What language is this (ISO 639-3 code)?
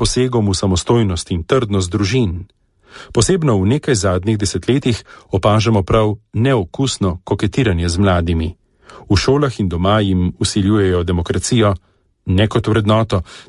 slv